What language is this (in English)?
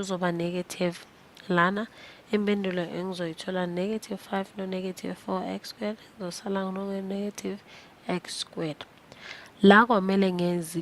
Zulu